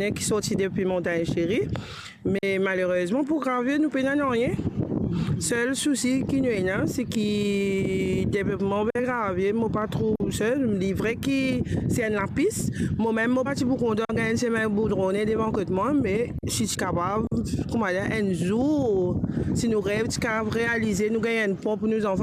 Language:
Morisyen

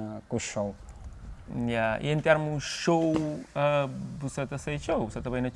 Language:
Kabuverdianu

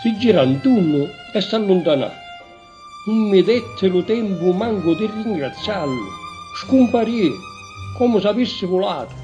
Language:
Sicilian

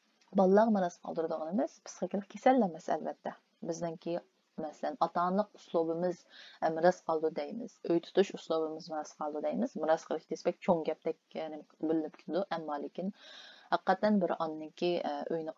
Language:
Uyghur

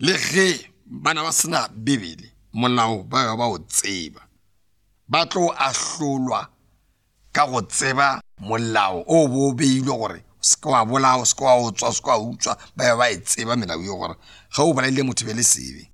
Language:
Northern Sotho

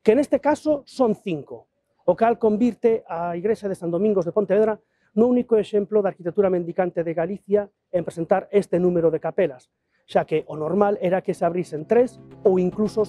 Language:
Galician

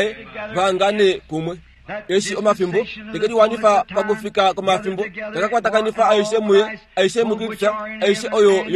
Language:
Kuanyama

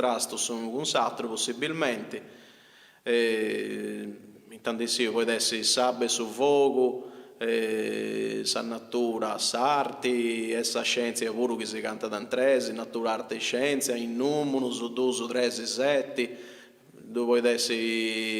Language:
Sardinian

